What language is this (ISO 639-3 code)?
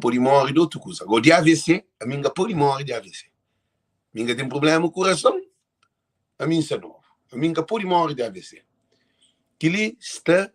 kea